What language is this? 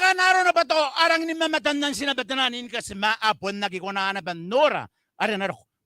Gilbertese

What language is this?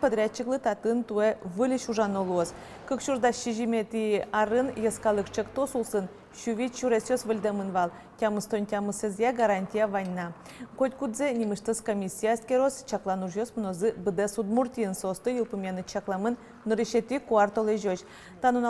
Udmurt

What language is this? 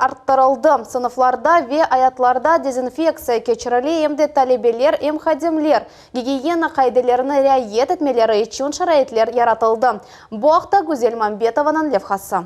Crimean Tatar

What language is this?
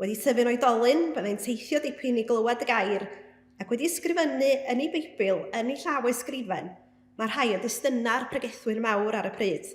Welsh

